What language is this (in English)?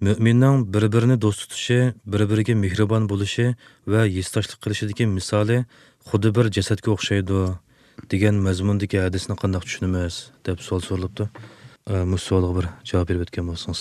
Uyghur